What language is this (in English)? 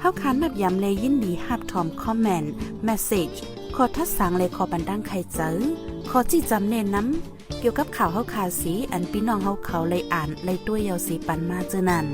Shan